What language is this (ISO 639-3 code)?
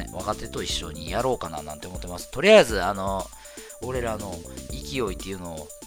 jpn